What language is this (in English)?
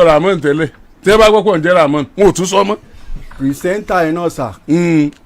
Yoruba